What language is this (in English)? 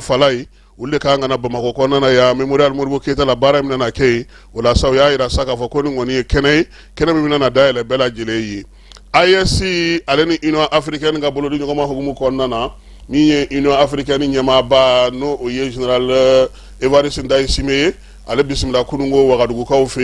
Bambara